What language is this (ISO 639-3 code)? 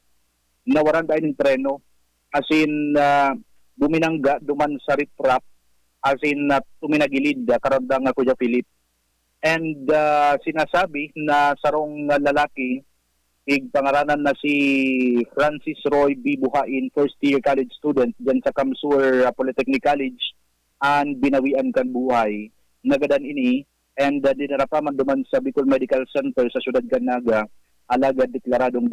bik